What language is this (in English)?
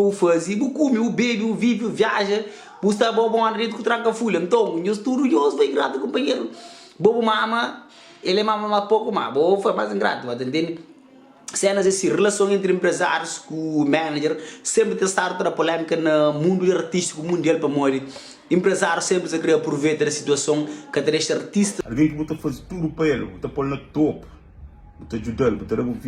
Kabuverdianu